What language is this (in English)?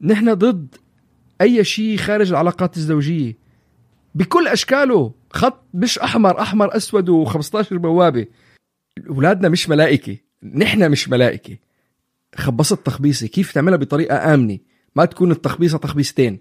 North Levantine Arabic